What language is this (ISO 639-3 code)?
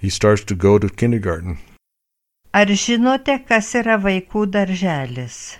lit